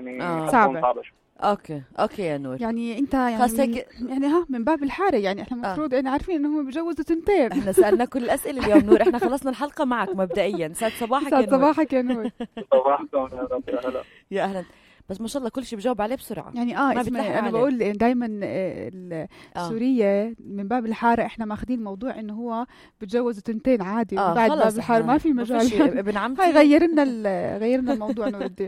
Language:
North Levantine Arabic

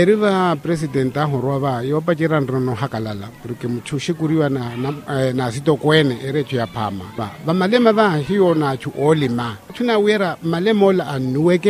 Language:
Makhuwa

